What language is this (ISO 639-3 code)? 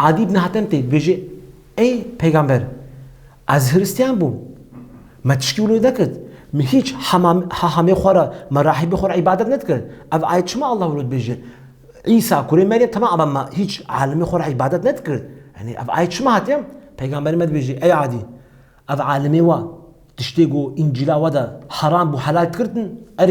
kur